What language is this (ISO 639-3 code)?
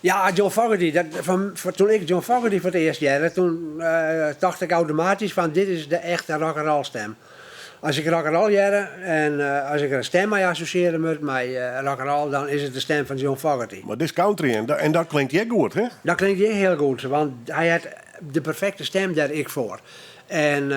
fry